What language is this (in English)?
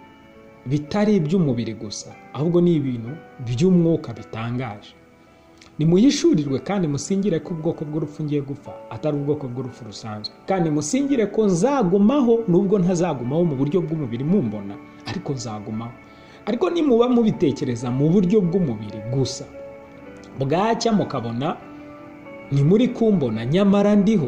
Kinyarwanda